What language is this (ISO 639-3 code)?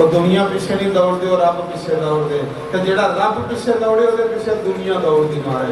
doi